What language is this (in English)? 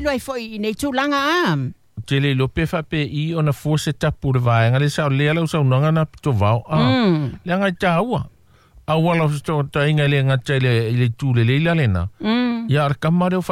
Samoan